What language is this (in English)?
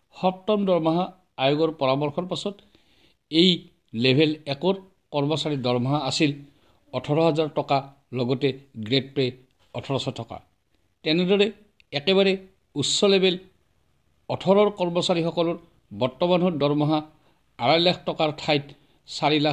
Assamese